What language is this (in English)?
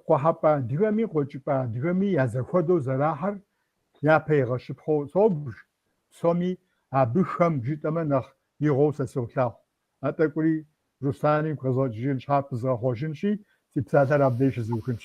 Kabardian